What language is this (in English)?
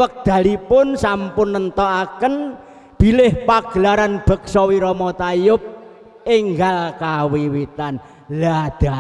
Javanese